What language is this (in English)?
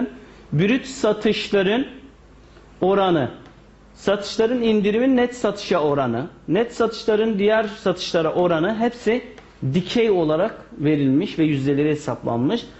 Turkish